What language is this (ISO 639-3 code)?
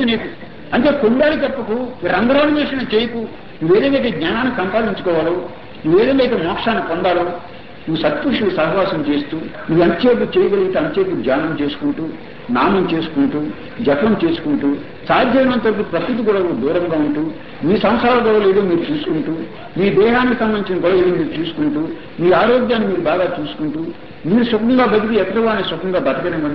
tel